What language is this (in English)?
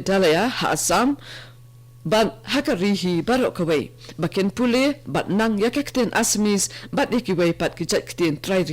Khasi